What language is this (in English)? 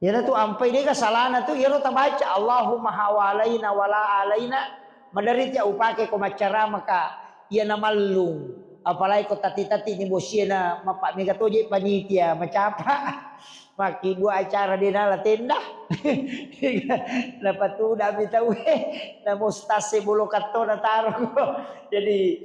Buginese